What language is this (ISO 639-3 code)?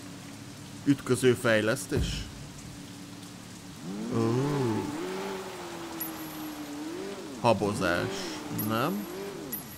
hun